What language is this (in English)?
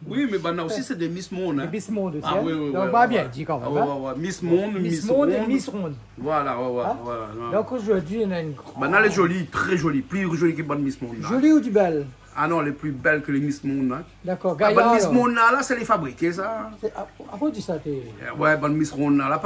Réunion Creole French